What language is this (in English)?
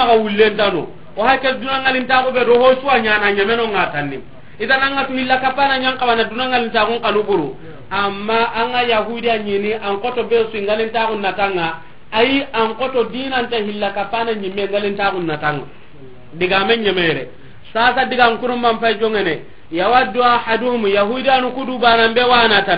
Soninke